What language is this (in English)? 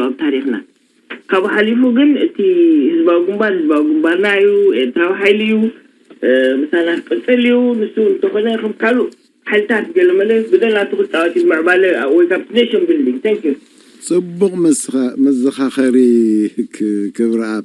Tigrinya